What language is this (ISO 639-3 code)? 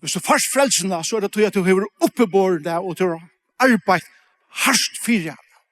fao